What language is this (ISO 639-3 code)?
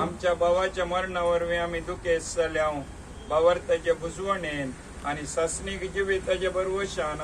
kok